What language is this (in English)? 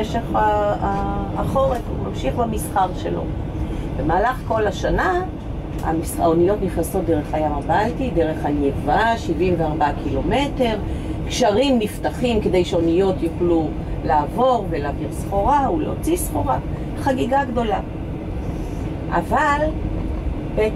Hebrew